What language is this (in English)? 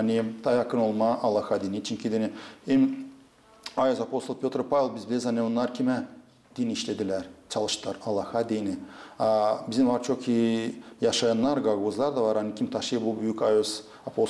Gagauz